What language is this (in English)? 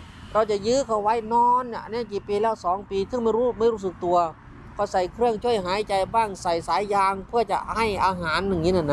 Thai